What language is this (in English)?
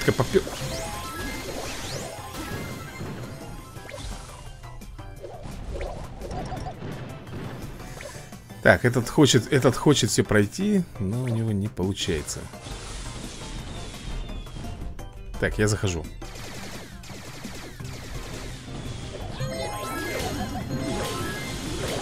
Russian